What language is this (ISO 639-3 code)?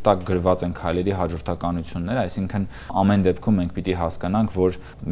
hye